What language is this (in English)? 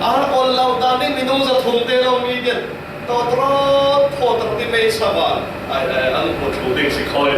Falam Chin